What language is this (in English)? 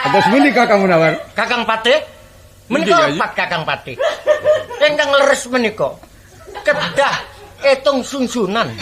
Javanese